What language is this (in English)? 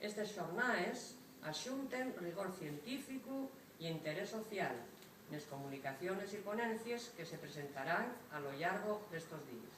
Asturian